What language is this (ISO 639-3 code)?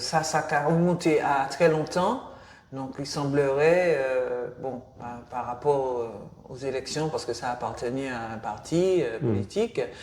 gcf